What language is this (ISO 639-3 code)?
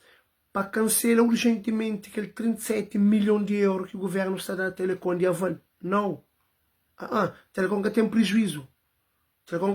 kea